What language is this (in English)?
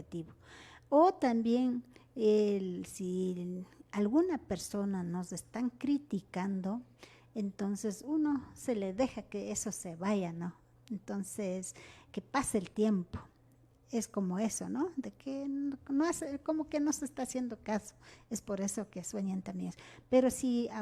Imbabura Highland Quichua